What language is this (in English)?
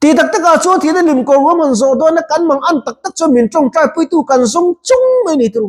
Mizo